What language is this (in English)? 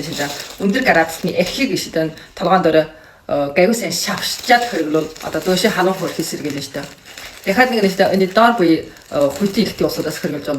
Mongolian